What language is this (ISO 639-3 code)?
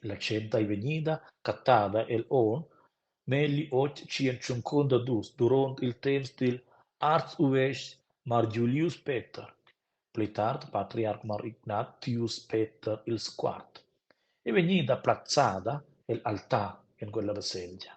roh